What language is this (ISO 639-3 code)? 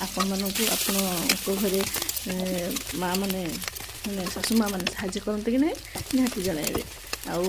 ori